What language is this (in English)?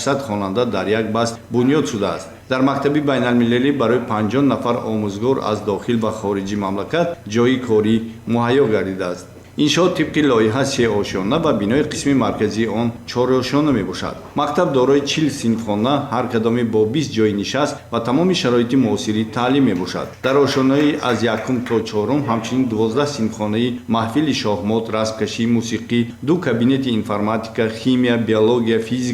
Tajik